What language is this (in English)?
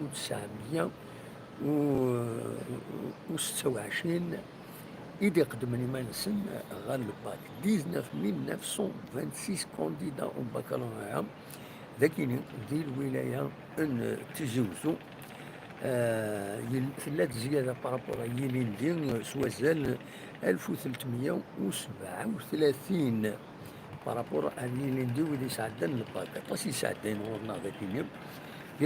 Kabyle